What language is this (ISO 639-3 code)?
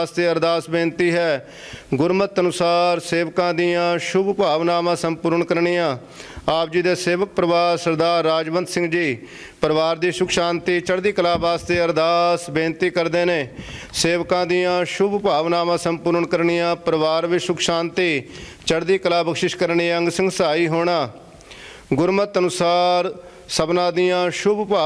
pan